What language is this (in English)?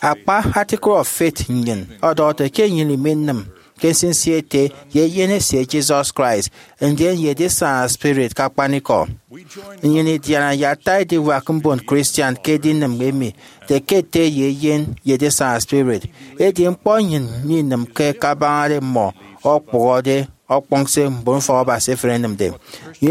Efik